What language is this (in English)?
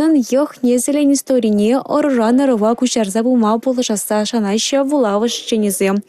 Chuvash